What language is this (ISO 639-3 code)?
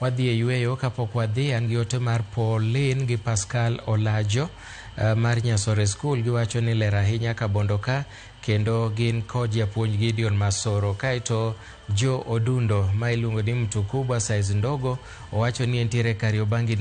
luo